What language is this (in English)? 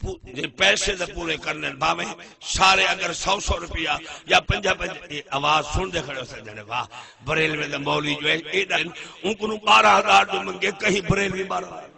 Saraiki